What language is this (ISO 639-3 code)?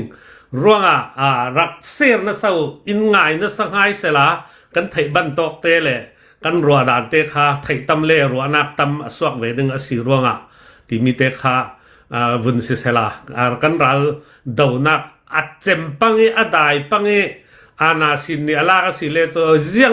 cnh